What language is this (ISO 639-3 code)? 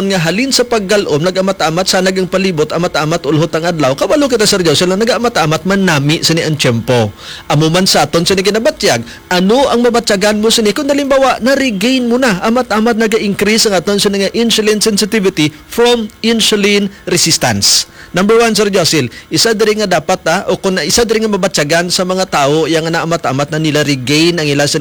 hil